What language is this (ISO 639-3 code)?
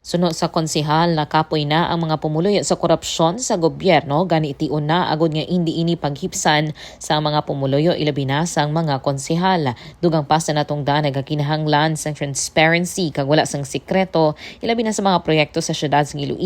hil